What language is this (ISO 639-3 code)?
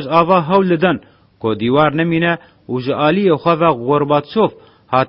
kur